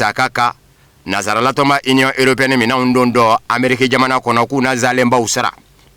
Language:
Bambara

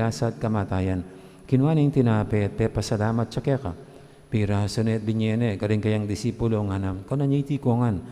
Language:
Pampanga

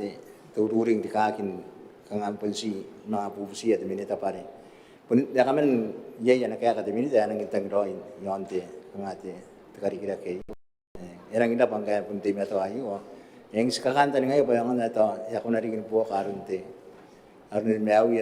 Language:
Gilbertese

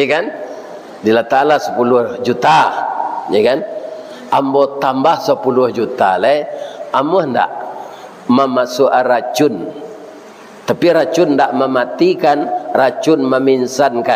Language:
Minangkabau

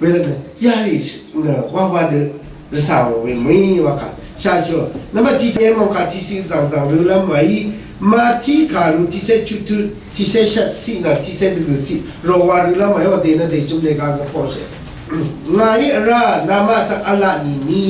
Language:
Rawang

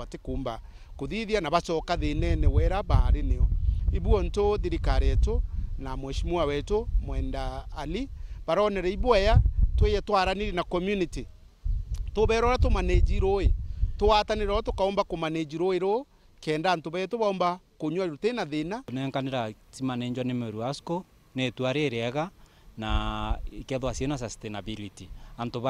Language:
Meru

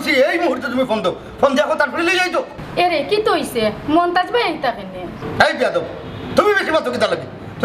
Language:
Sylheti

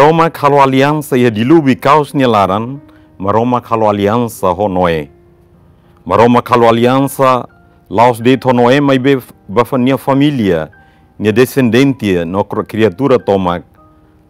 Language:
Tetum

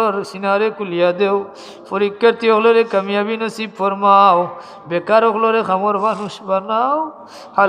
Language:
Sylheti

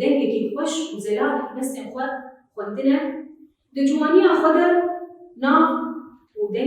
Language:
Kurdish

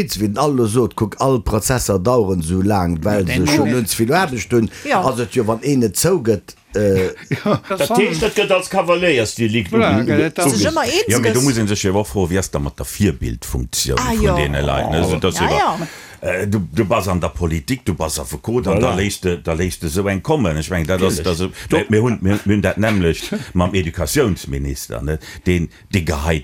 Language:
Luxembourgish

